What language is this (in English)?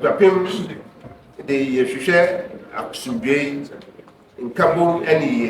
Akan